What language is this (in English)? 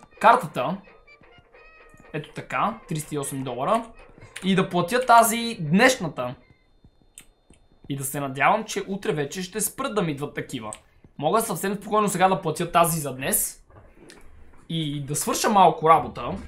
Bulgarian